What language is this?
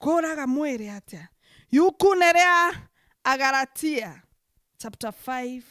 Meru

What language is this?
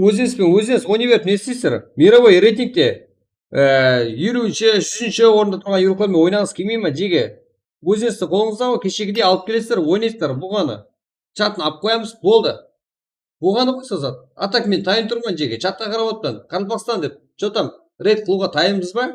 Kara-Kalpak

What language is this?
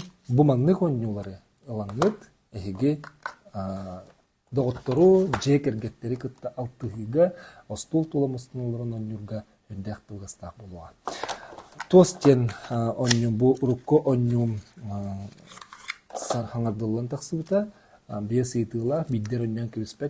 Yakut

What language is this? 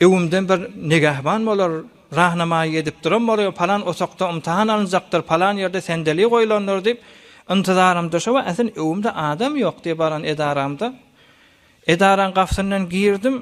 Turkmen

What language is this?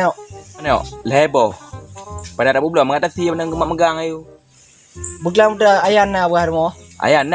Achinese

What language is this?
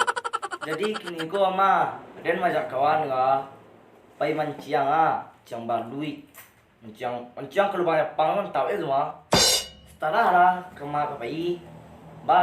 Minangkabau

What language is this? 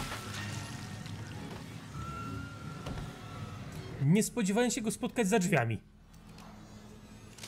Polish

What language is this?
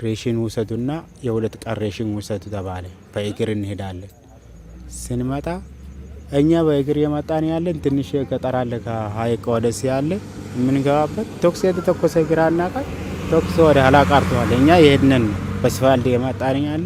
Amharic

